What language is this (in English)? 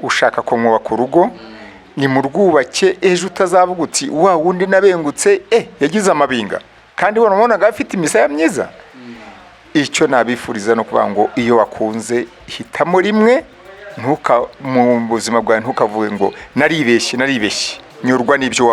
Kinyarwanda